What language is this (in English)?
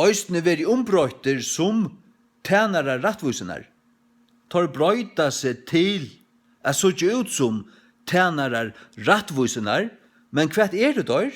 Faroese